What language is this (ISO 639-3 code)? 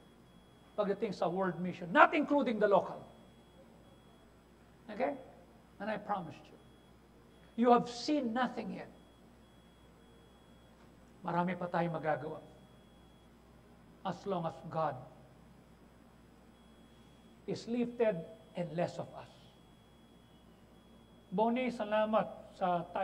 fil